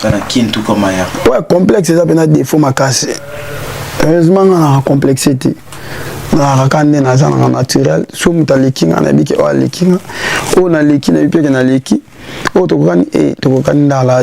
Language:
Lingala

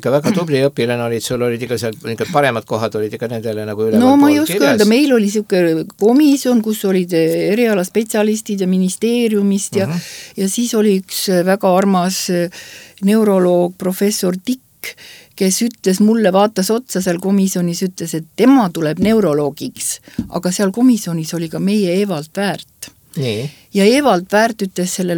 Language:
Estonian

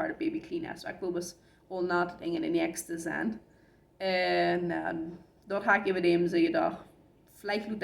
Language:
Plautdietsch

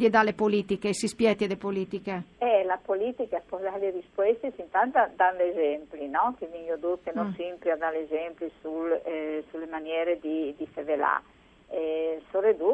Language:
Friulian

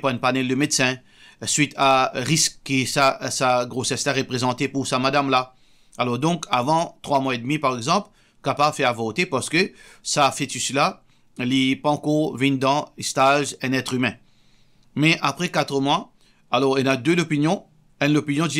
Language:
Morisyen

